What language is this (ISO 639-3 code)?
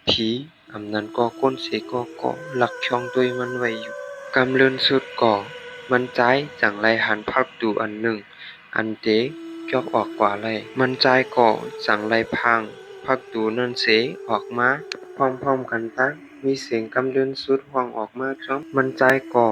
shn